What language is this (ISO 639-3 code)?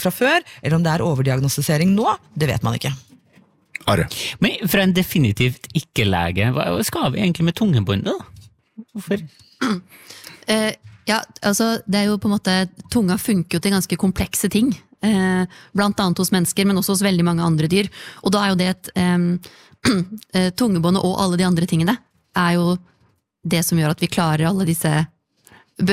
nor